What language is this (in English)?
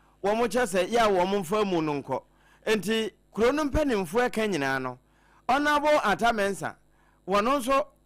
Akan